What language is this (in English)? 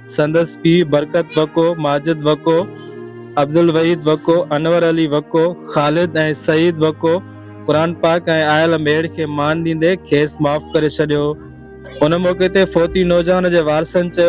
Sindhi